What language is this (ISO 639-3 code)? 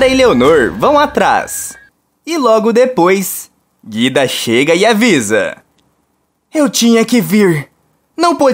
por